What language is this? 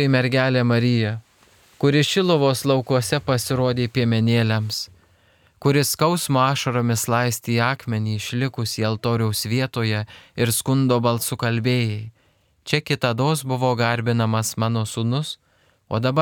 Lithuanian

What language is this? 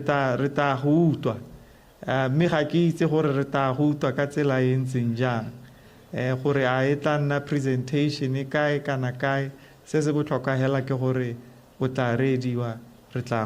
Tswana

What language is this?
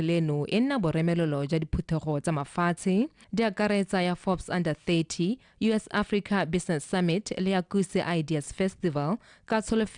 Tswana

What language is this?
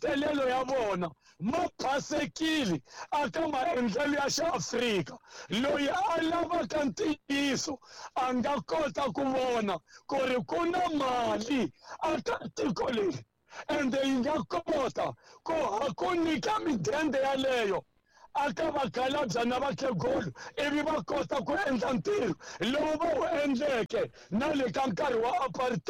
Tsonga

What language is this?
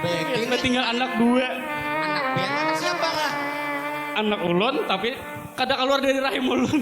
Banjar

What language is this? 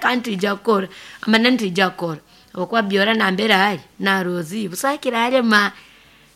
Nyoro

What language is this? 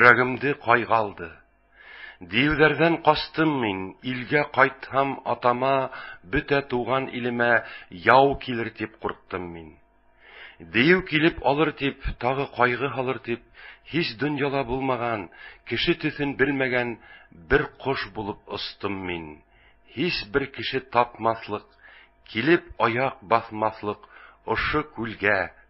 Bashkir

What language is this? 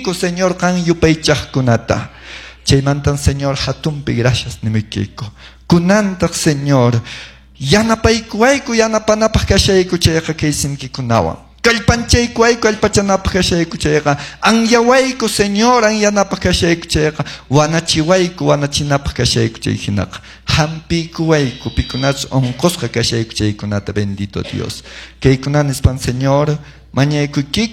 Quechua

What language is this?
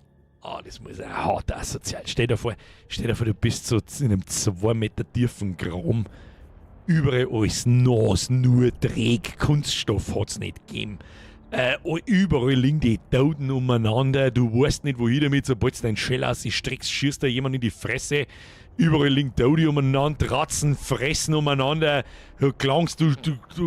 Bavarian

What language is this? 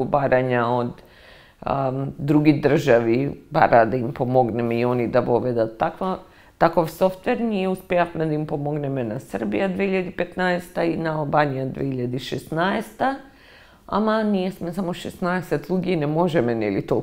Macedonian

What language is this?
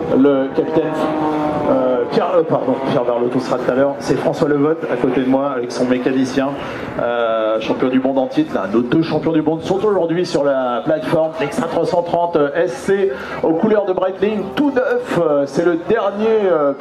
French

